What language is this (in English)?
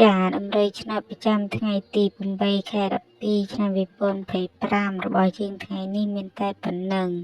Khmer